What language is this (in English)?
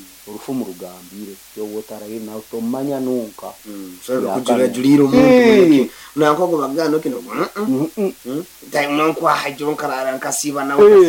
Nyoro